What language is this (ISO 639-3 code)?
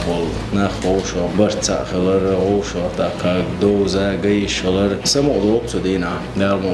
che